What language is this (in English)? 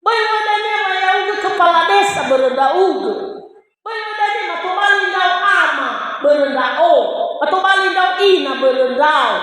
Nias